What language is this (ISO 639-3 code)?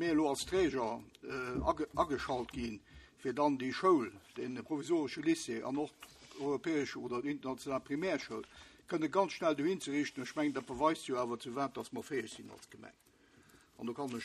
ltz